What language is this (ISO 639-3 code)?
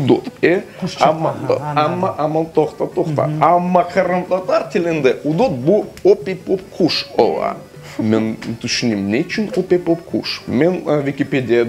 crh